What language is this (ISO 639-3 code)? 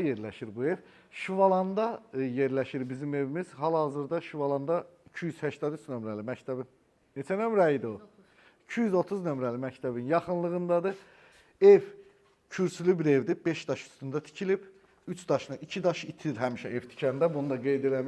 aze